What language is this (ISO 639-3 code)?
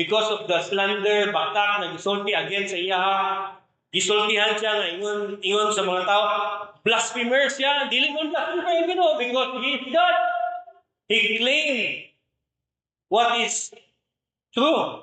ceb